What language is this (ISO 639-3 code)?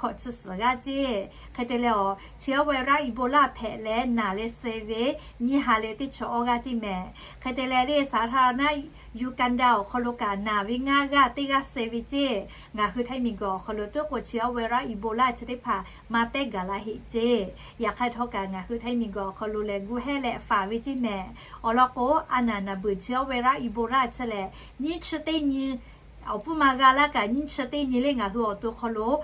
lhu